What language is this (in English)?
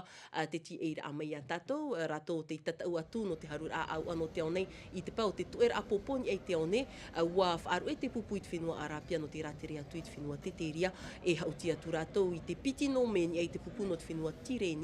Tahitian